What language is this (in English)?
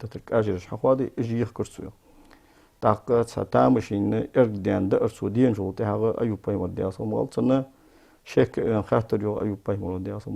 Ingush